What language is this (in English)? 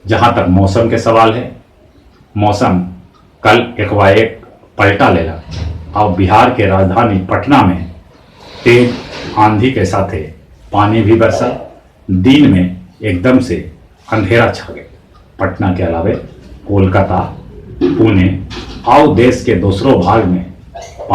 Magahi